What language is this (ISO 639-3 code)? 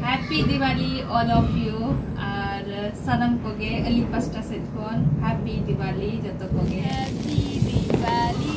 sat